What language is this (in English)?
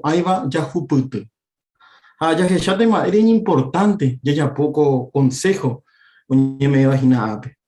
Guarani